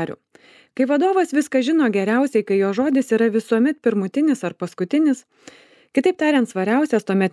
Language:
Lithuanian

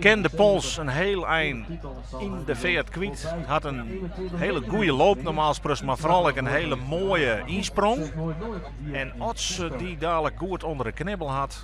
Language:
Western Frisian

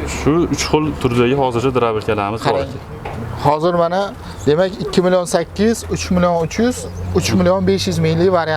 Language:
Uzbek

